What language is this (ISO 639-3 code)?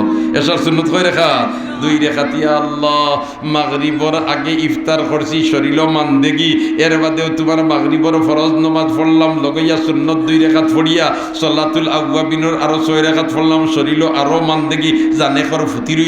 syl